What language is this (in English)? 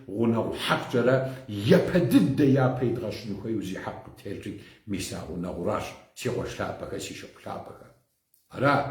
Kabardian